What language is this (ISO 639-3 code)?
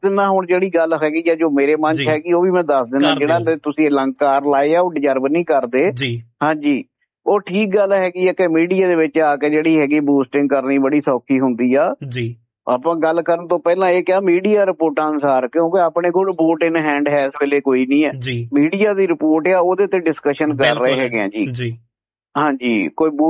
pan